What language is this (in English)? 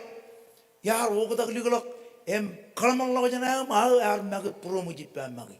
Marshallese